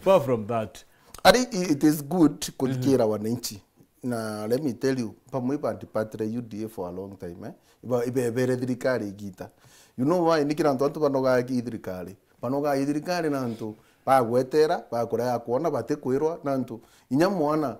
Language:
Meru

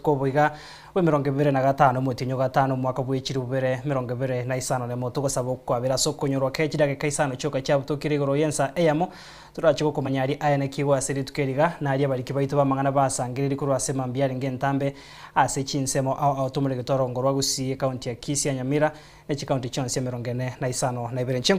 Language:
Gusii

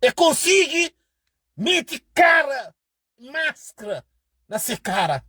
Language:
Kabuverdianu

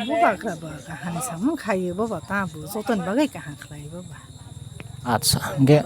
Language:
Kok Borok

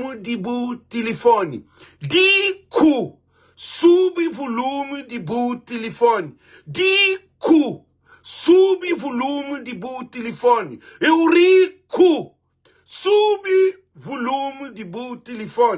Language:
Kabuverdianu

